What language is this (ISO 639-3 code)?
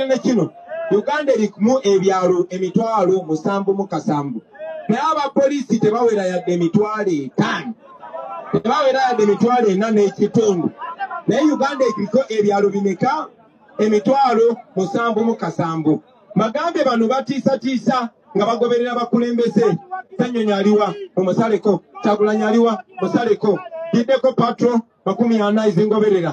lug